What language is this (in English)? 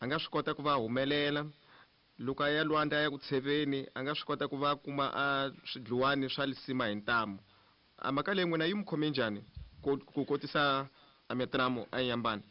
Tsonga